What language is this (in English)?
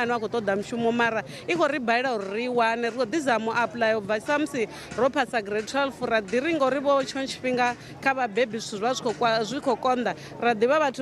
Venda